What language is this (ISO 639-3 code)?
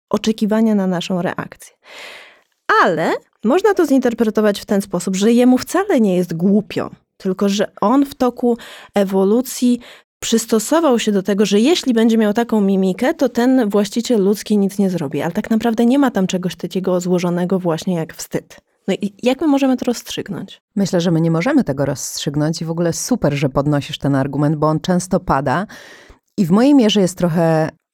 pol